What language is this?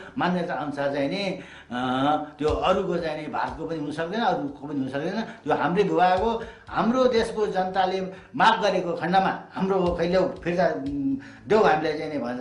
Nepali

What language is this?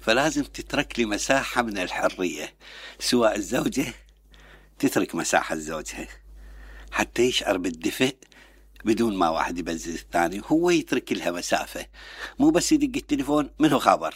Mesopotamian Arabic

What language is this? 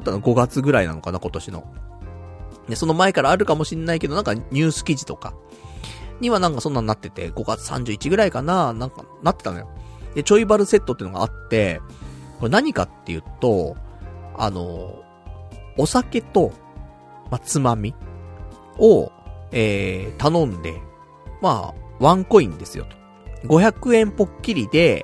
Japanese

